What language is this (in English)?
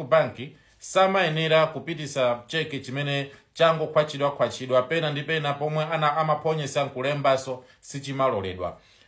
Nyanja